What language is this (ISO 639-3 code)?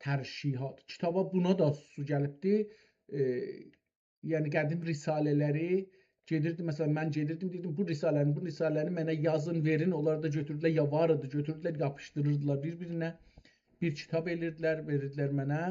azb